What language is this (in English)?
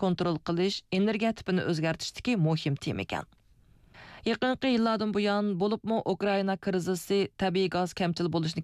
Uyghur